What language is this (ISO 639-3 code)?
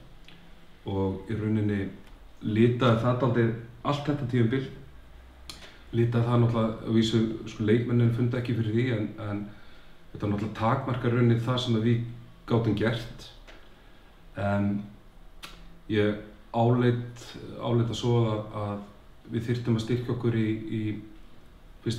isl